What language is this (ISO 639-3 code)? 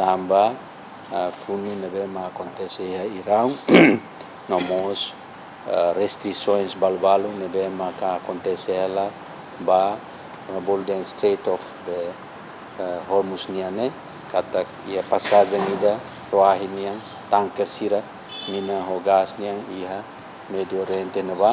tet